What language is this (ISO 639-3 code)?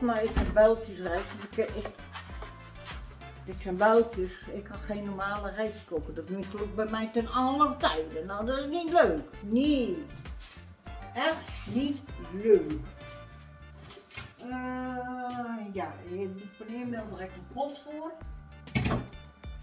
nld